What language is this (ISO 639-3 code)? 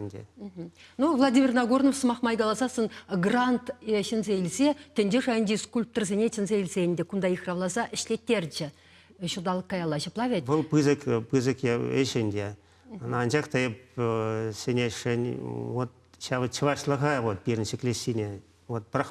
chv